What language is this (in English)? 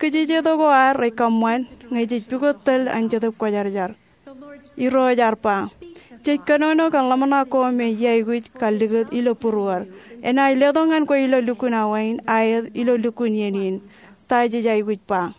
Marshallese